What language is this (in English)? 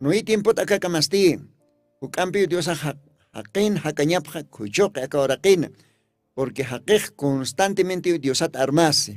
Aymara